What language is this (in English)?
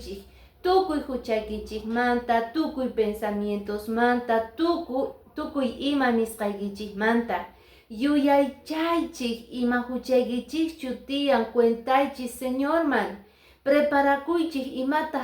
Quechua